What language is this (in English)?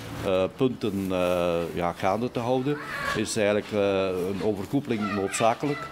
Dutch